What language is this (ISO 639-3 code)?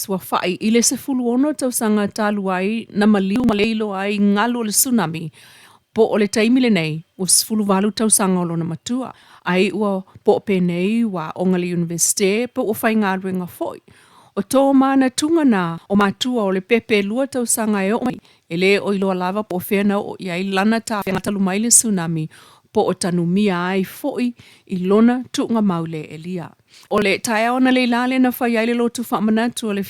smo